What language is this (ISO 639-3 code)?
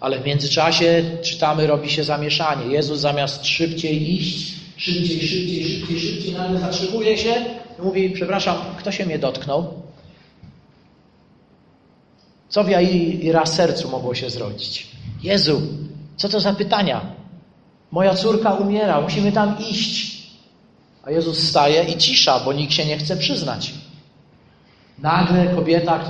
pol